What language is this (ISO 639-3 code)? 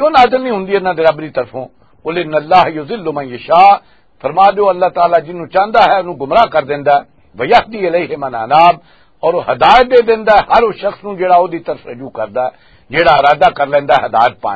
lah